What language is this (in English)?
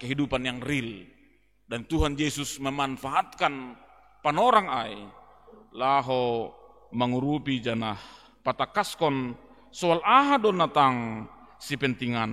Batak Simalungun